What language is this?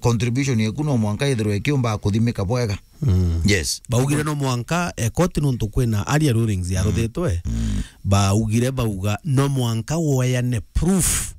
Meru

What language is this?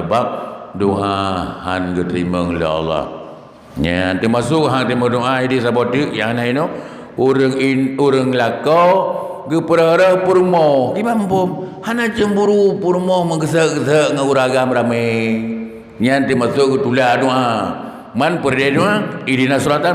Achinese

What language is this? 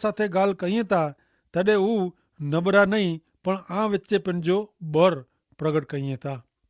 Kachhi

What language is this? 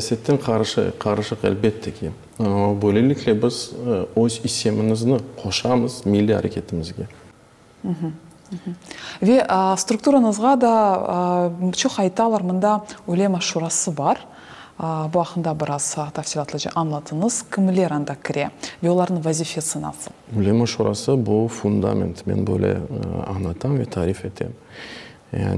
Crimean Tatar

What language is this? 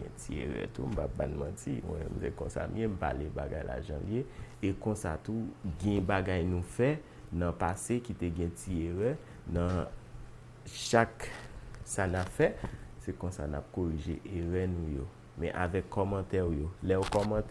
Haitian Creole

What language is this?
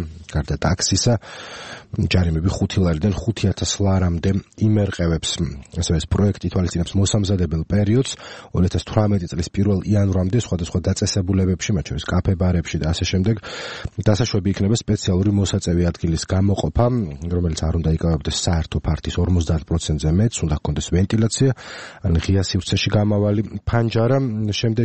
Georgian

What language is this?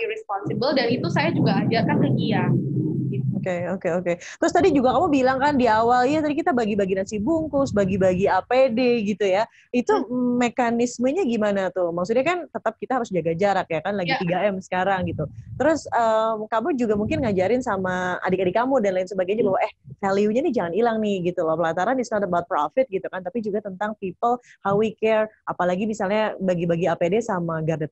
Indonesian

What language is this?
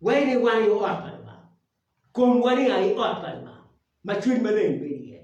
Acoli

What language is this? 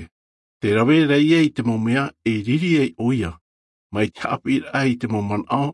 Tahitian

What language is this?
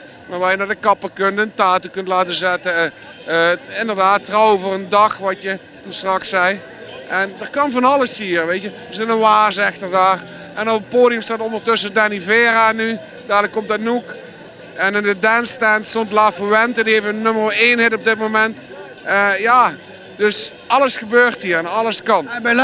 Limburgish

